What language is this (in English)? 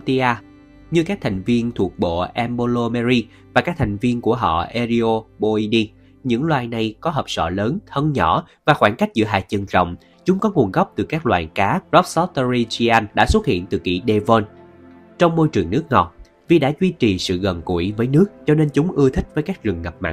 Vietnamese